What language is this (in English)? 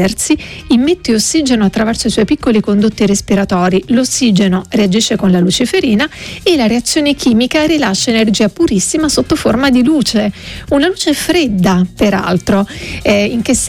Italian